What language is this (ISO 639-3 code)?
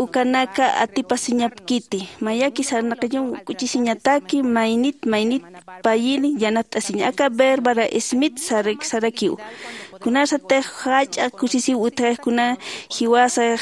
aym